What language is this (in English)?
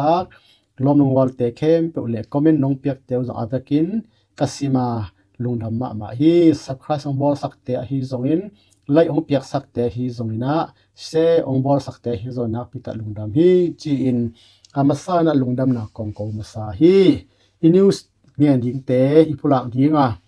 Tedim Chin